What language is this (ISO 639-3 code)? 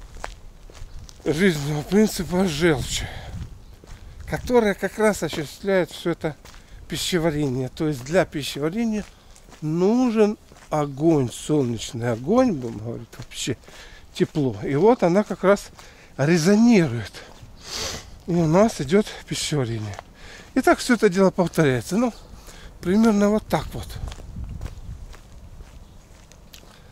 rus